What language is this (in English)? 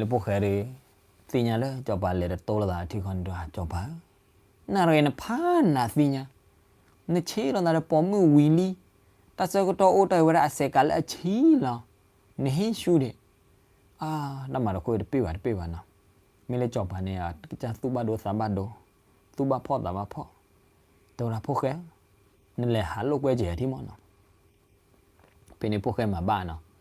S'gaw Karen